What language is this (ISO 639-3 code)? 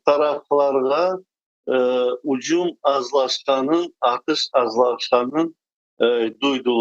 crh